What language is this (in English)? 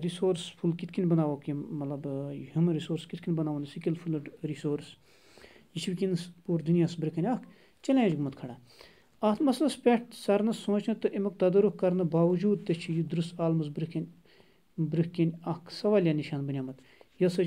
Kashmiri